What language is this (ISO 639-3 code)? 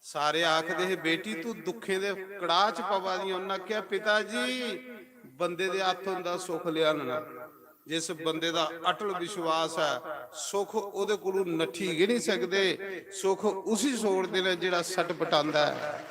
doi